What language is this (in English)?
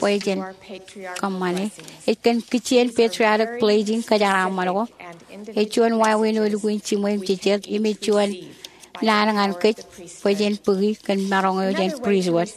Marshallese